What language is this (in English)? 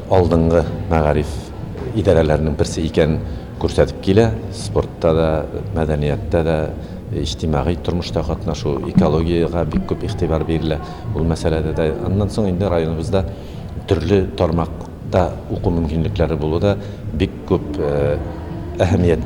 Tatar